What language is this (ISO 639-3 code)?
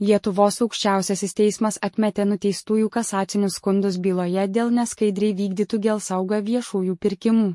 lit